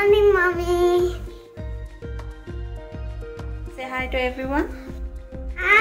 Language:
Kannada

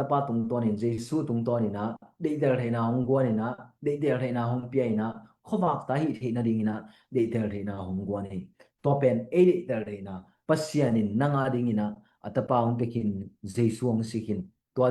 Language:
Tedim Chin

